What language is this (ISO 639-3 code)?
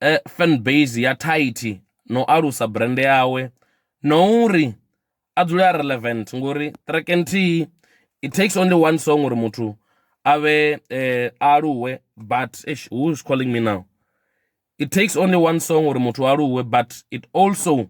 ven